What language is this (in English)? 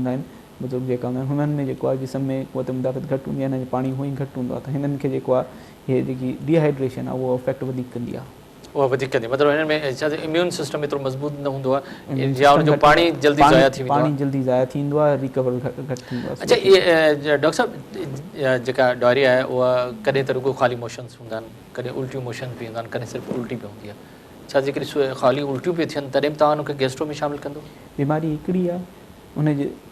Sindhi